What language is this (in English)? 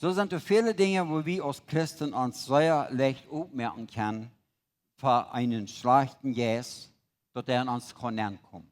Plautdietsch